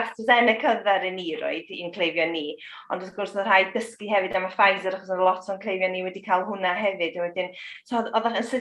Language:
Welsh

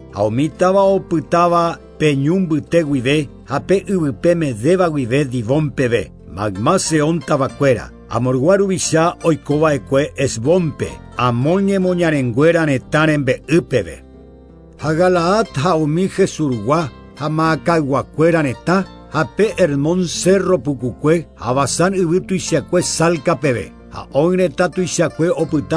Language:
Guarani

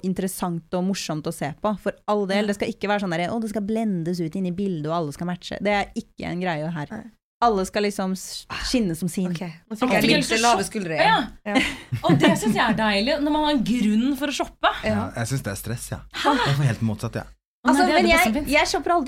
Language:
Norwegian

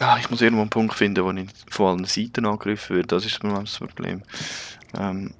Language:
Swiss German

